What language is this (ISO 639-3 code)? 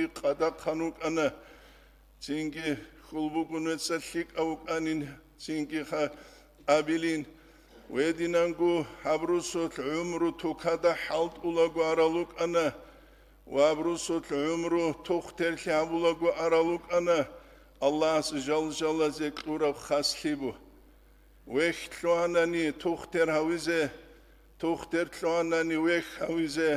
ava